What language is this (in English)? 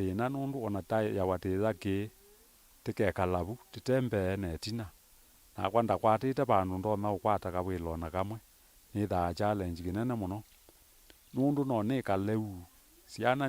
Kamba